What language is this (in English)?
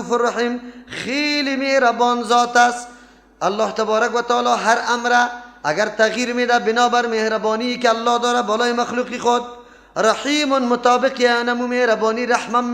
Persian